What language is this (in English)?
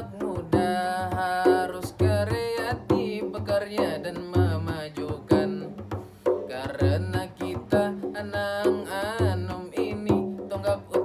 Banjar